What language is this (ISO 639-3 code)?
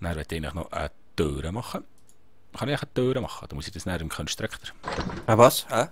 gsw